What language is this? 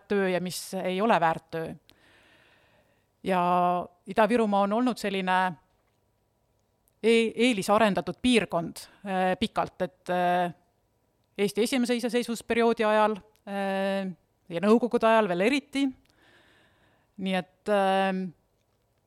Estonian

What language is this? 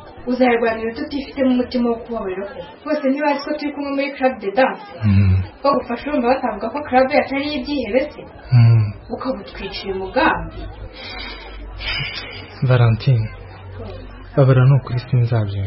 Kinyarwanda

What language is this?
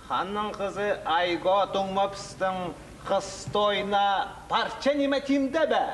Khakas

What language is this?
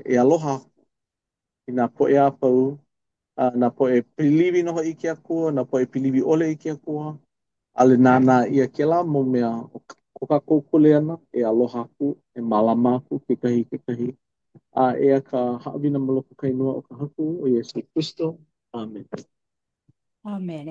Hawaiian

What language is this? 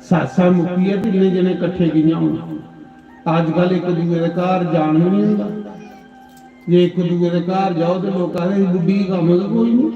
Dogri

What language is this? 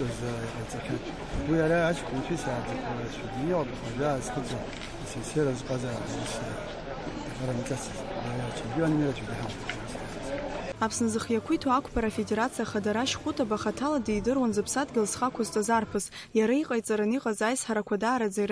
Abkhazian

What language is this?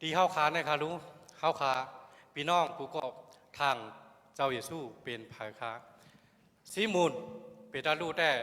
Shan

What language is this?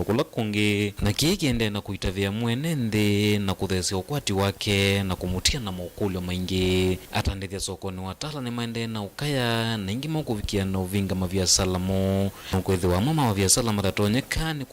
Kamba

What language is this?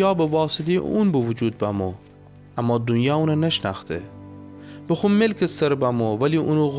Gilaki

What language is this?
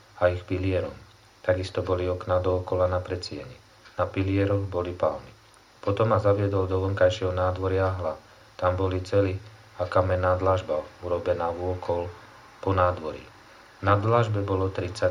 Slovak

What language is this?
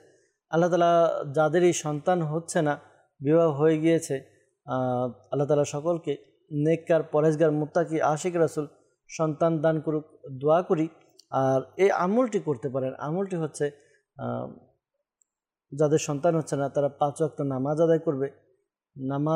Bangla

